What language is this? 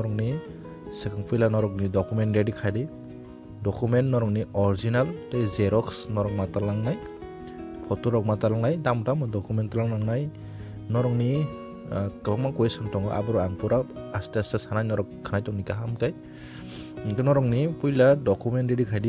Kok Borok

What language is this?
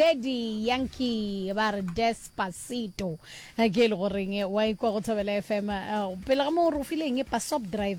Northern Sotho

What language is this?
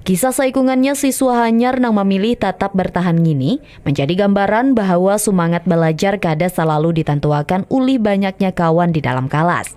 Banjar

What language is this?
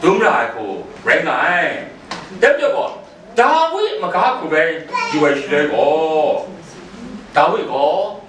Kachin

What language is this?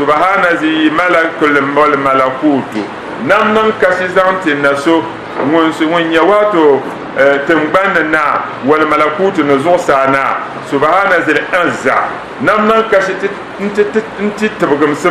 Dagbani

